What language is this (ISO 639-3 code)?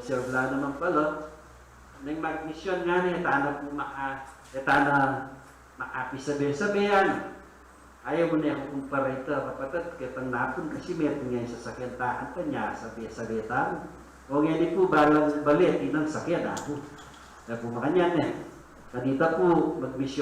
pam